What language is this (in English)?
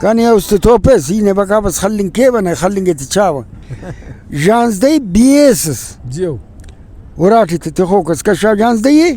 Brahui